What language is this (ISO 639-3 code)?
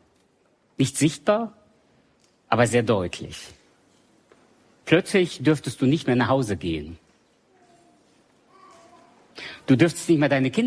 deu